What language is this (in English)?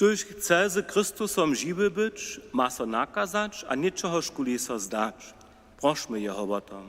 Upper Sorbian